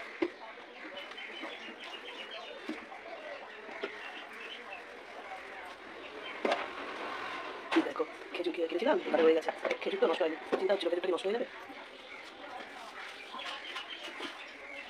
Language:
Bangla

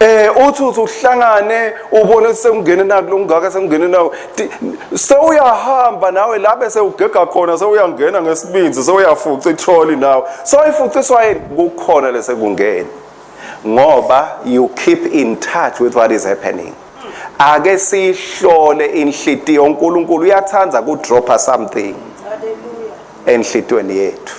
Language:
Swati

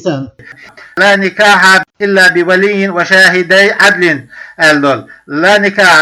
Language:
Chechen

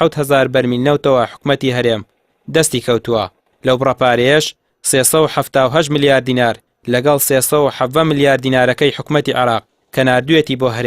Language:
Central Kurdish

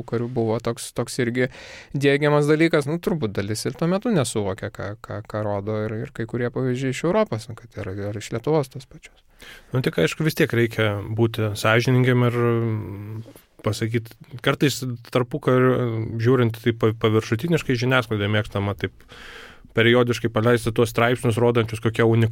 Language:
Lithuanian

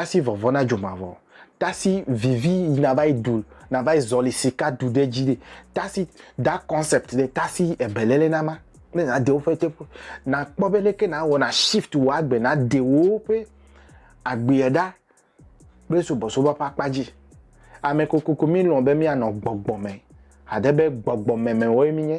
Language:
Ewe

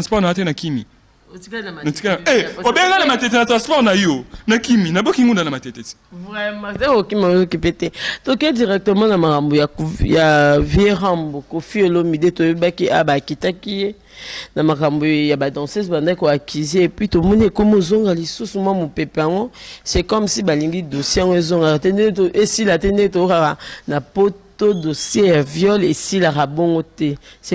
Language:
Lingala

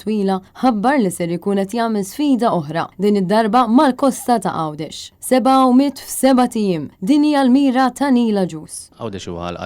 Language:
Maltese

